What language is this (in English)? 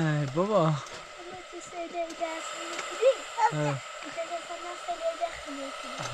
Persian